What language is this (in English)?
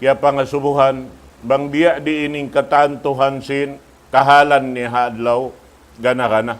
Tausug